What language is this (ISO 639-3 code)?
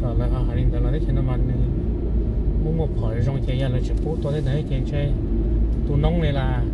hmn